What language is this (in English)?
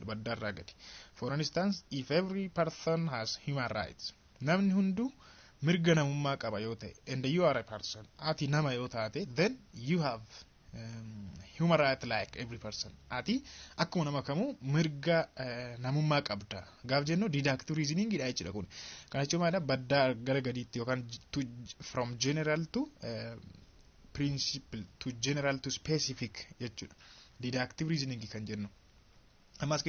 Oromo